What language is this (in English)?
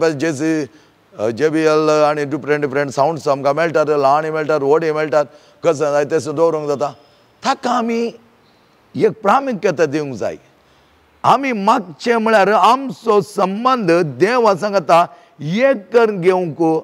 Konkani